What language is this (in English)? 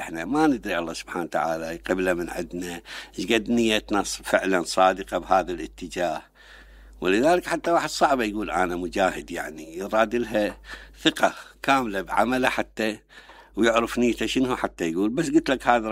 Mesopotamian Arabic